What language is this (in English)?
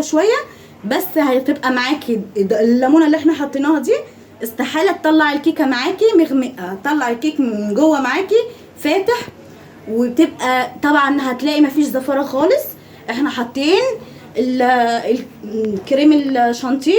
Egyptian Arabic